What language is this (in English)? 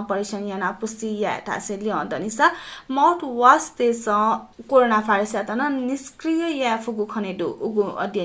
Newari